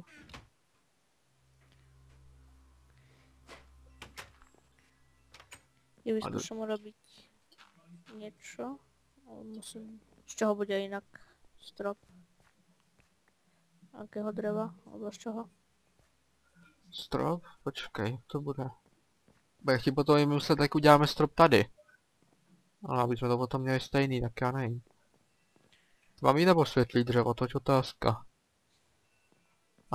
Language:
Czech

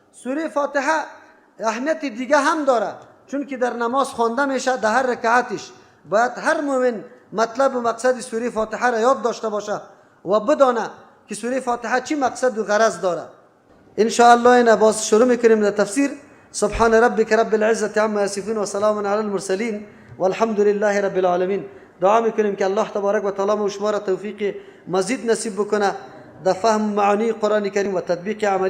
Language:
Persian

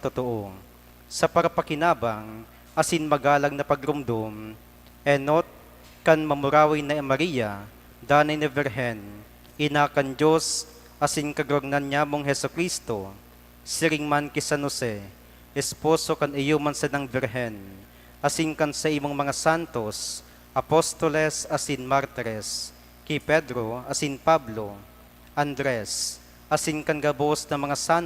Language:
Bikol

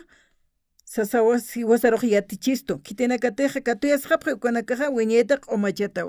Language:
Aymara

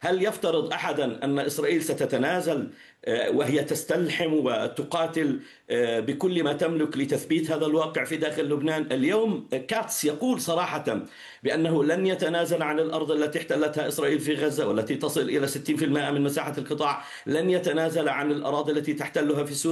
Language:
Arabic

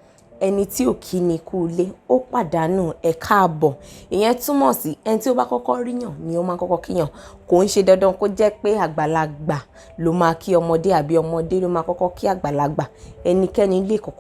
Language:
Yoruba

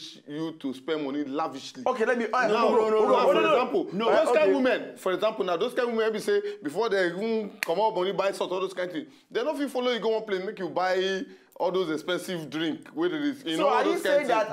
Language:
Nigerian Pidgin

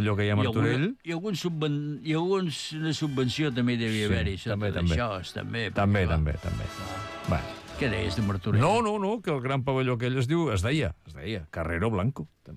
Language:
Catalan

